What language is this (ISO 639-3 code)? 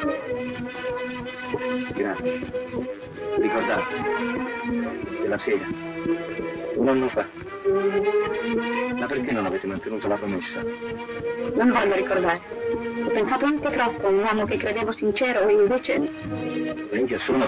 ita